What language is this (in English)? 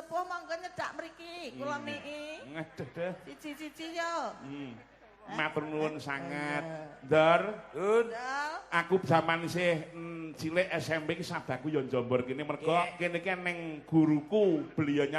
Javanese